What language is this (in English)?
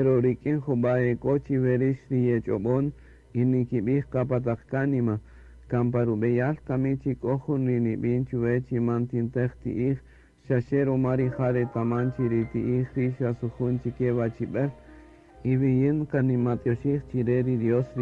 Kaqchikel